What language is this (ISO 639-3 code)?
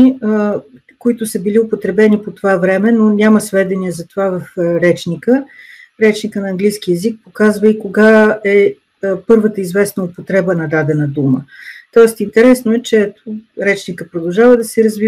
bul